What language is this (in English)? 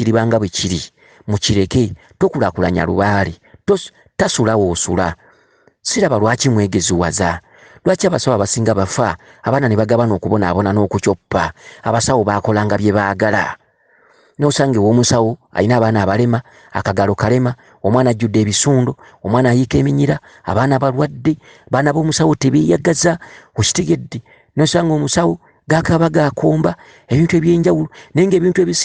Ganda